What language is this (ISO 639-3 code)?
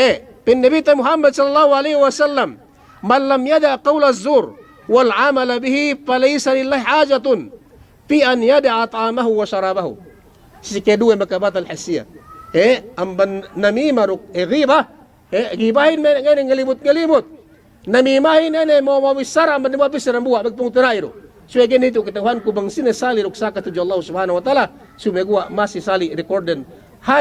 yka